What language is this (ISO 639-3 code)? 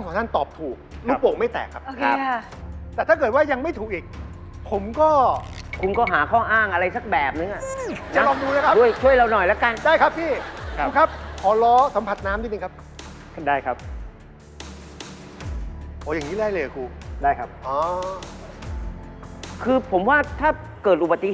tha